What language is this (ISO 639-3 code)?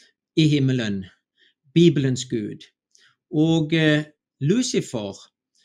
nor